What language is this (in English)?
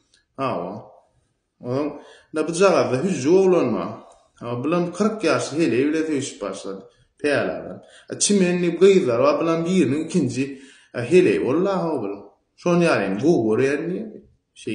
Turkmen